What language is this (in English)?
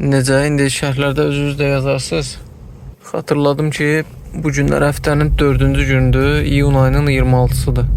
Azerbaijani